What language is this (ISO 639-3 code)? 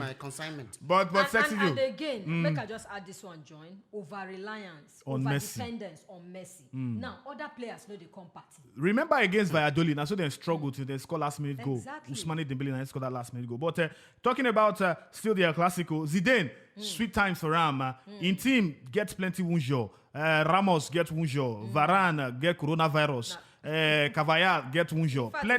pcm